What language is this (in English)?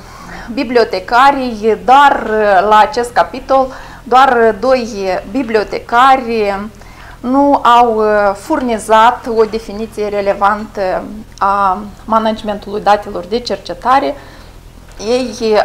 Romanian